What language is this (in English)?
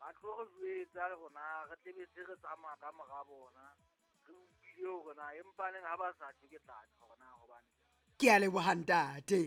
Southern Sotho